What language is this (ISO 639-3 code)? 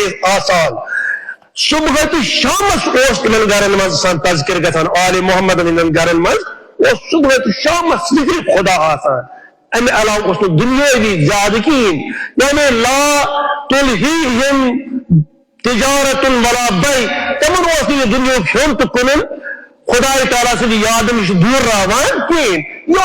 kas